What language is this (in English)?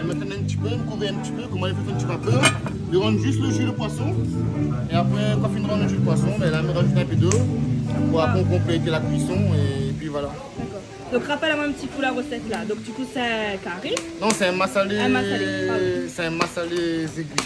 Réunion Creole French